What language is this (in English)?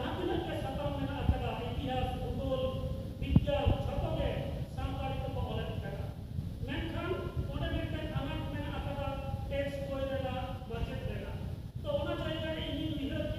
Santali